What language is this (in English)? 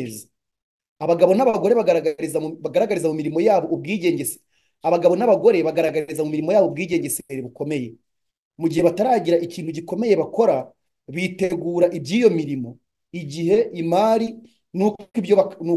Kinyarwanda